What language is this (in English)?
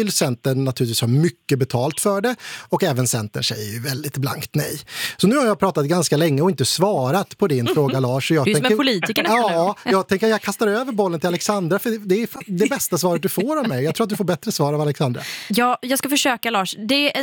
Swedish